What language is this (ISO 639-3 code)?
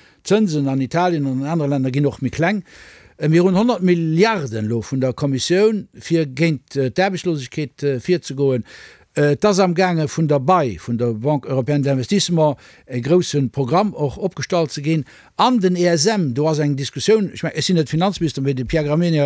ltz